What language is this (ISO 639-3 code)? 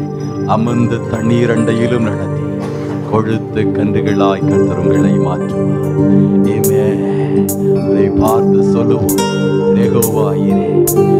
tam